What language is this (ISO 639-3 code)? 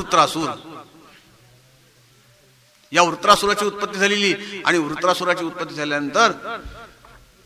mar